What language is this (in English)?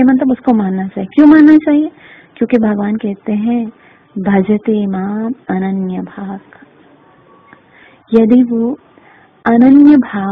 Hindi